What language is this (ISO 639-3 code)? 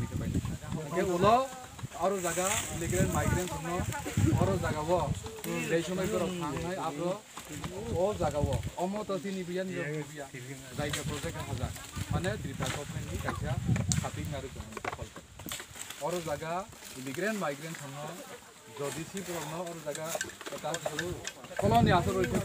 ria